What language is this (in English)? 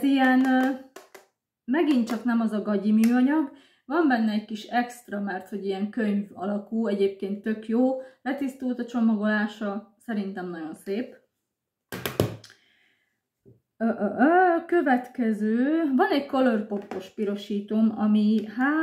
Hungarian